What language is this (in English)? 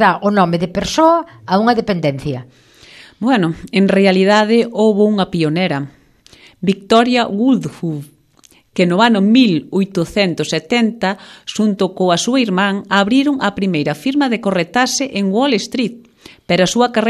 Galician